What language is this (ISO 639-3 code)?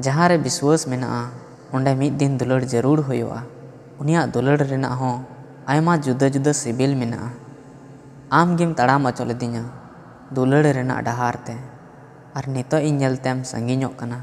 sat